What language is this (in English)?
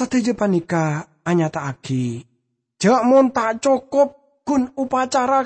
Madurese